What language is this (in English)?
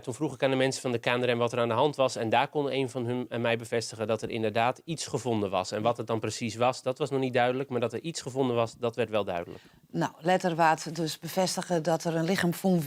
Western Frisian